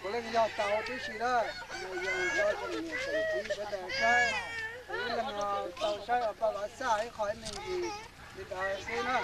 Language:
Hmong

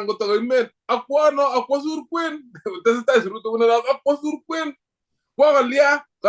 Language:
Kalenjin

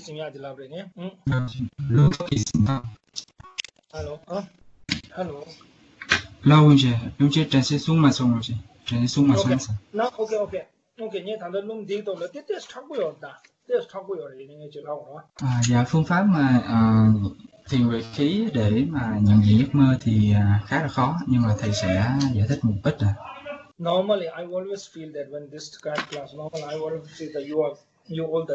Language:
Vietnamese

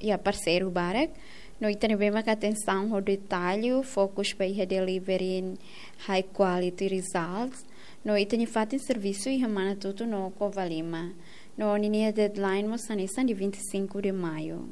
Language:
Tetum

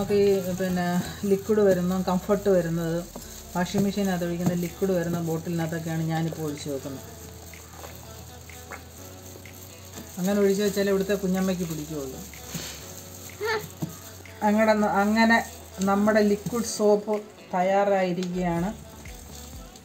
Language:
Malayalam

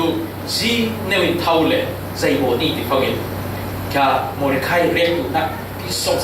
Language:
Falam Chin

